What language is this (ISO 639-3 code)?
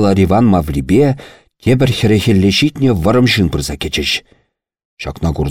chv